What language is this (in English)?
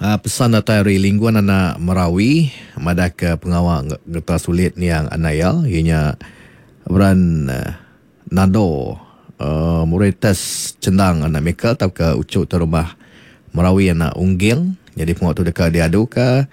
Iban